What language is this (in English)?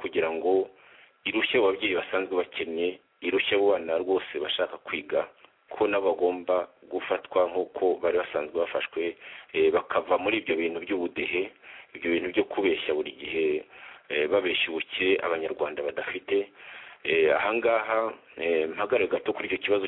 Kinyarwanda